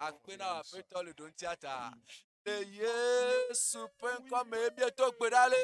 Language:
Ewe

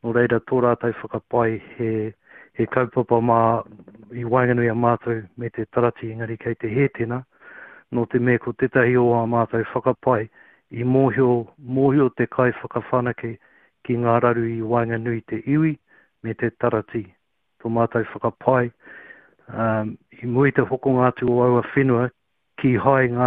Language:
Māori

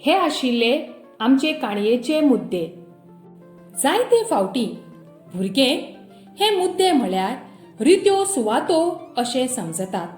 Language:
Konkani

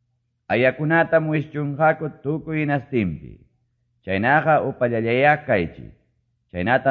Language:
Quechua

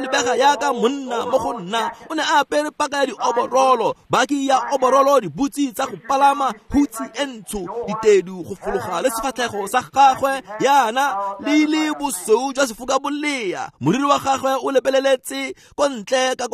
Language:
Tswana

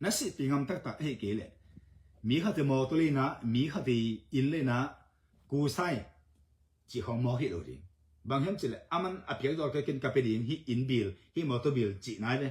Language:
Tedim Chin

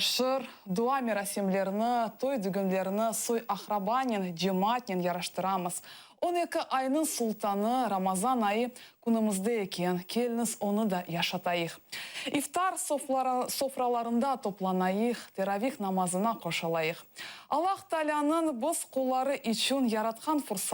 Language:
Crimean Tatar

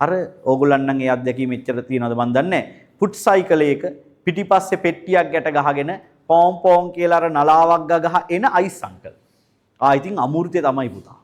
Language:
Sinhala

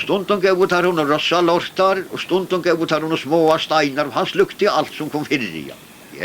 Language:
Faroese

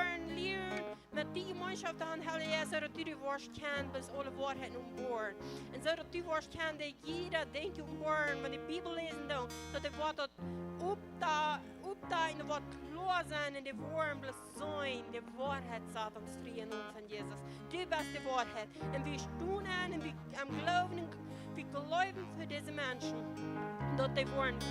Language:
Plautdietsch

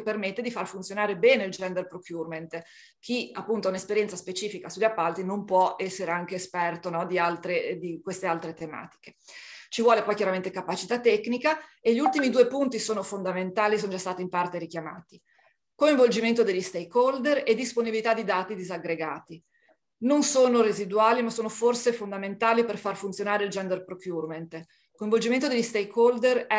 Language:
Italian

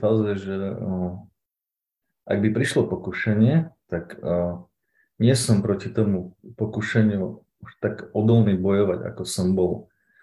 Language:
Slovak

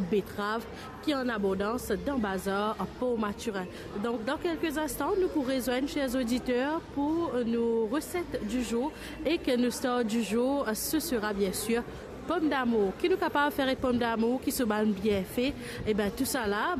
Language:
Morisyen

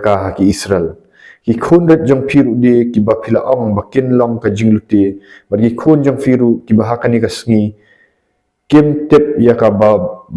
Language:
Khasi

